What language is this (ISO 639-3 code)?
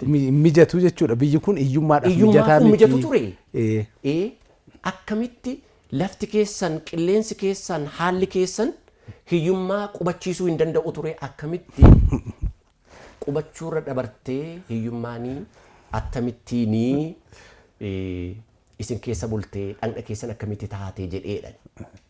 orm